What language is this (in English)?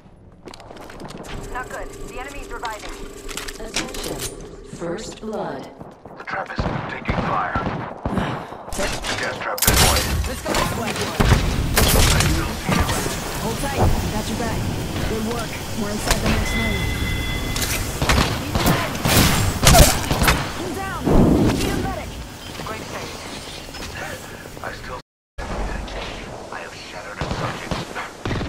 English